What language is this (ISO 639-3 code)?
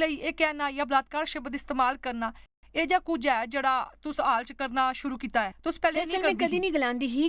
doi